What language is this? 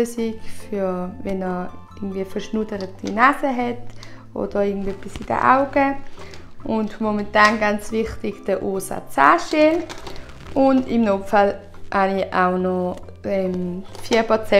Swiss German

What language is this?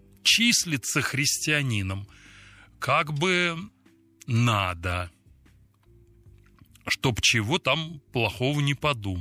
Russian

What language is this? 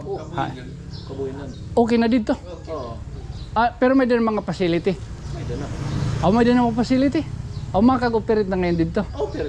Waray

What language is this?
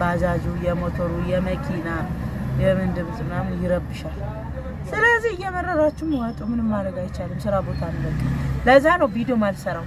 Amharic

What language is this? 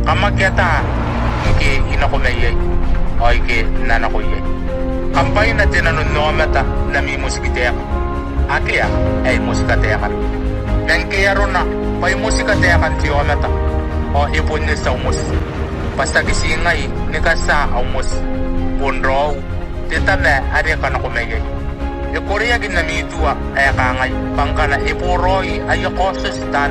Gilbertese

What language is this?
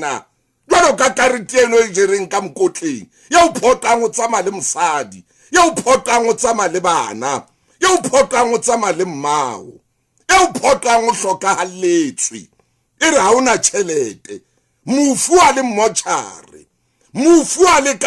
Southern Sotho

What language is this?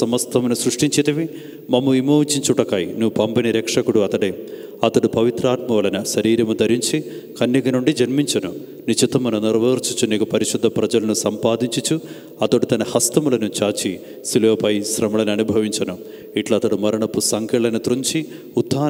Telugu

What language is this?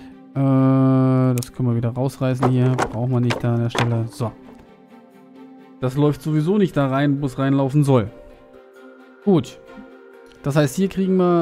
German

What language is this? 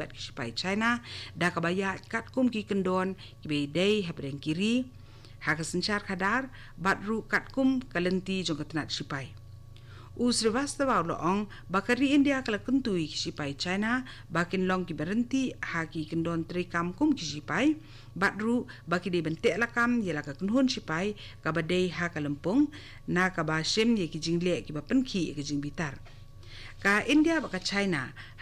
Khasi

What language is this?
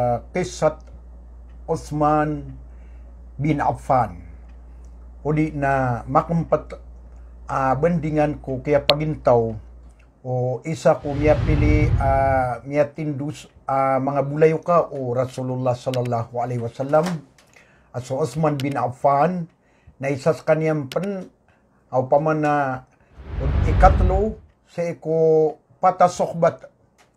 Maranao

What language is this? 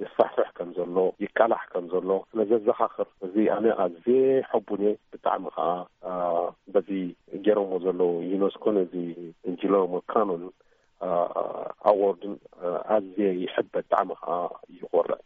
Tigrinya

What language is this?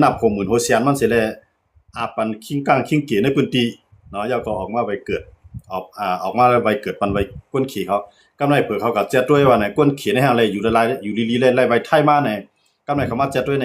Shan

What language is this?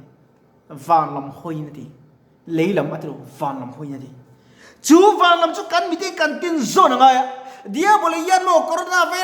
Mizo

